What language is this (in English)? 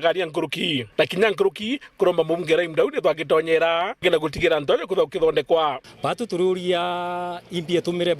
Meru